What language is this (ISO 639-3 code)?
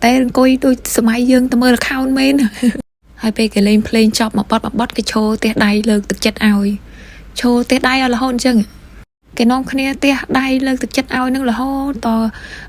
khm